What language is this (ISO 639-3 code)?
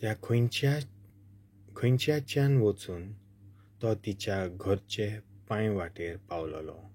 kok